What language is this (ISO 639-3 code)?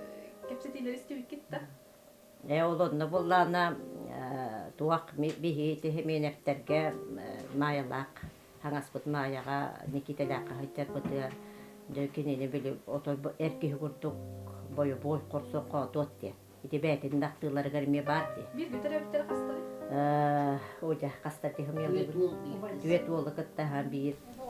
sah